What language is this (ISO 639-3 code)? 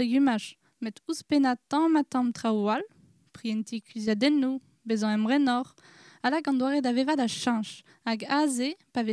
bre